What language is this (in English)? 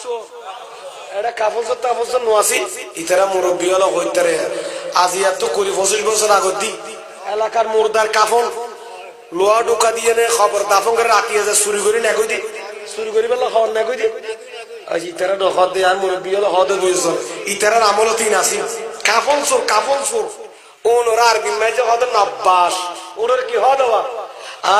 Rohingya